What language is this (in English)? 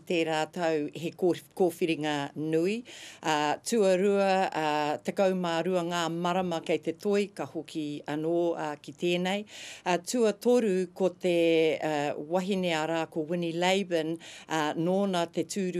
Māori